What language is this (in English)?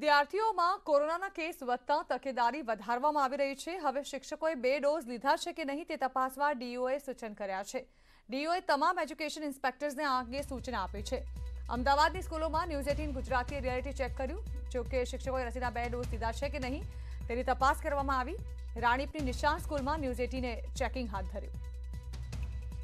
Gujarati